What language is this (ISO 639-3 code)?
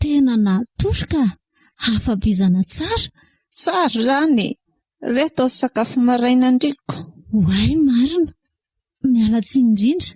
mlg